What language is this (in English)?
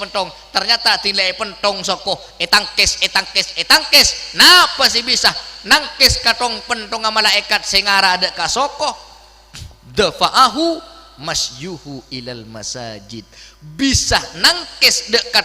Madurese